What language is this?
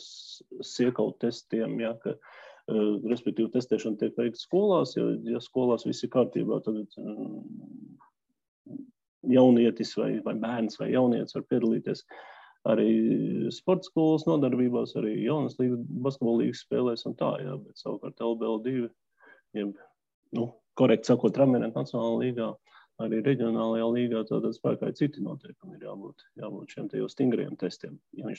Latvian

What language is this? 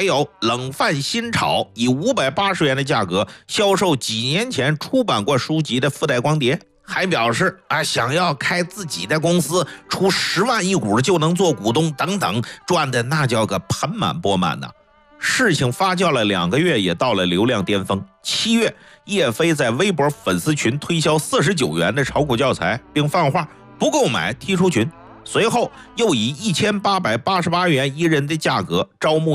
Chinese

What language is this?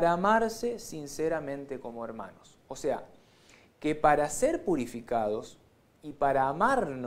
Spanish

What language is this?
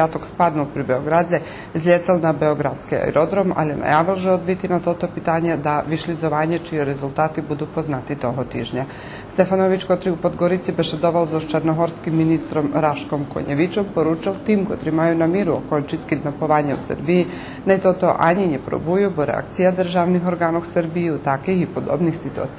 Rusyn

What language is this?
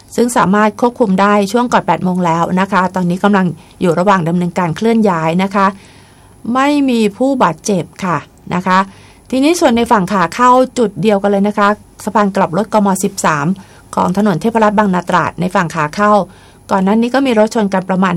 Thai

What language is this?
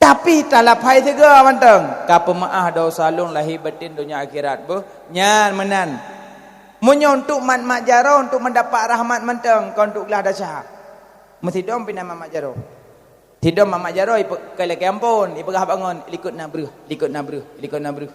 Achinese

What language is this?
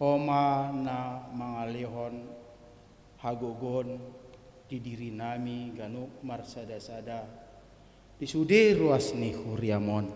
Batak Toba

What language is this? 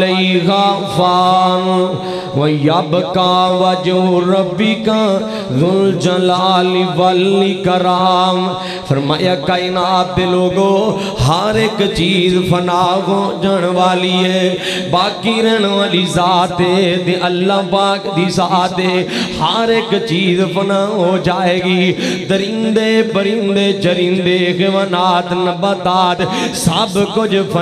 Western Panjabi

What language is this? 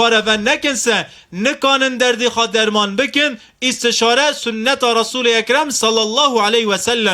Kurdish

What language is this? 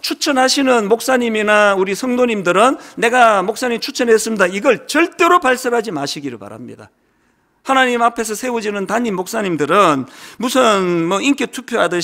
Korean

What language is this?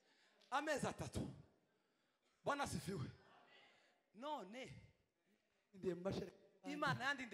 Kinyarwanda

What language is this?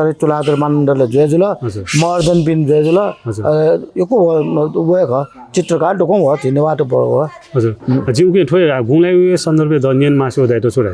Newari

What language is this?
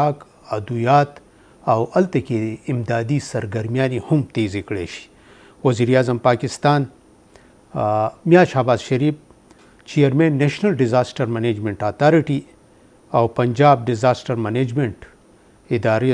Pashto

